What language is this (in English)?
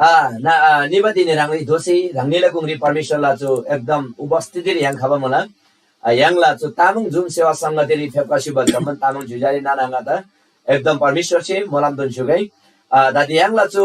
Eastern Tamang